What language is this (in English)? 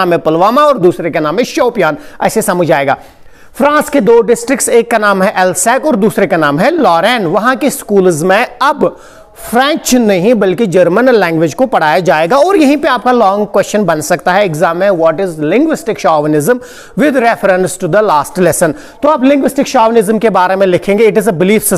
Hindi